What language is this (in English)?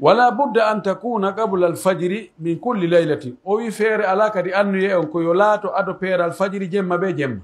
Pular